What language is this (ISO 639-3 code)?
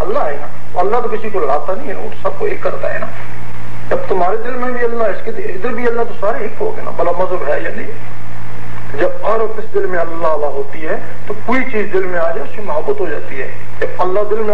urd